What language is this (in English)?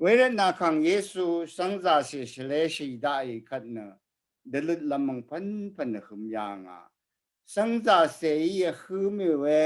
Rawang